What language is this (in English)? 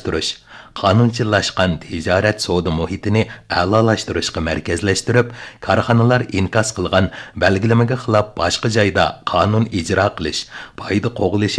Uyghur